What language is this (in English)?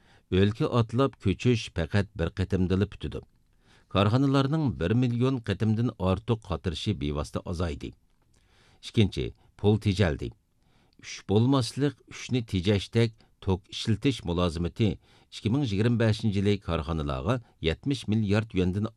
Uyghur